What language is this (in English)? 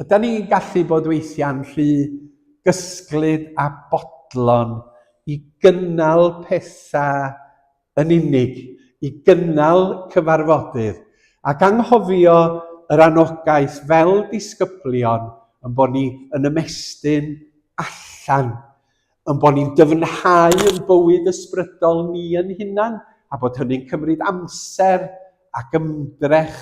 Welsh